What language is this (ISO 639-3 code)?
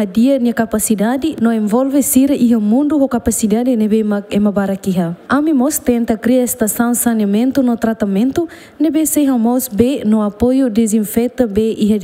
tet